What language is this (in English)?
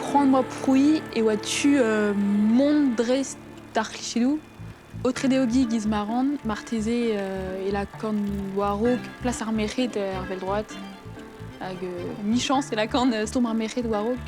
Breton